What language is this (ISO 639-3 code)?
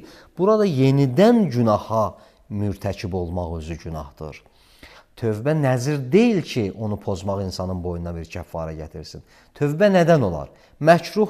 aze